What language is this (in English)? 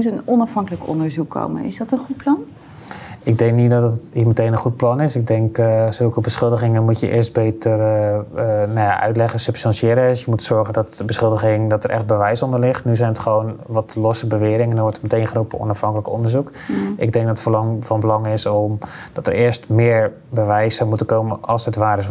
Dutch